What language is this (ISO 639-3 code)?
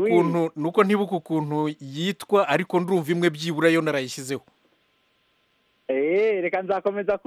kin